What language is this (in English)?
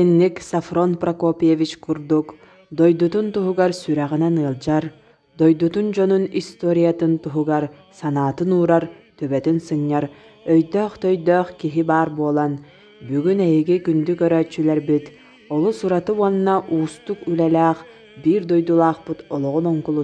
Yakut